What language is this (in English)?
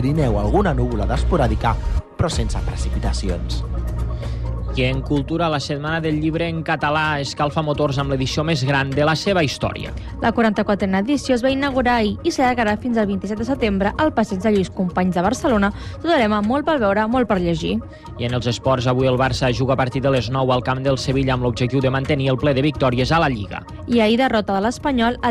Catalan